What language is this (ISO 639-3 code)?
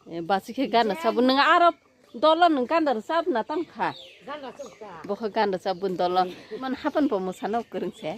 trp